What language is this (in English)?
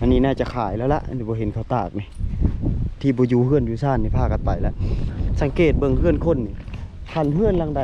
Lao